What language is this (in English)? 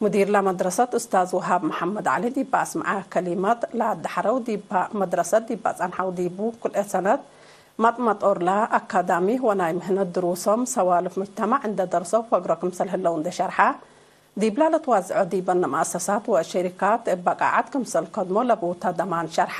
Tigre